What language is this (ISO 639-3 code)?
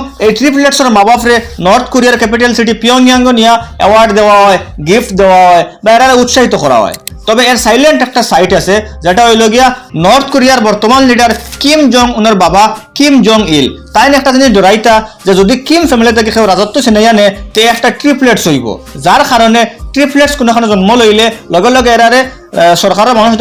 syl